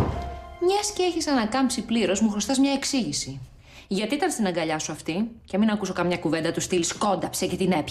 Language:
Greek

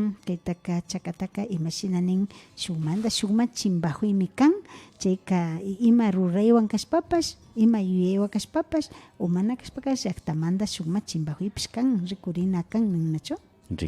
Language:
Imbabura Highland Quichua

